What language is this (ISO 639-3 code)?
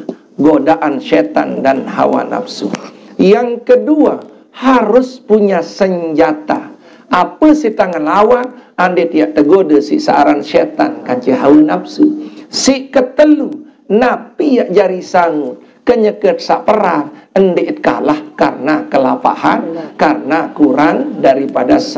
sas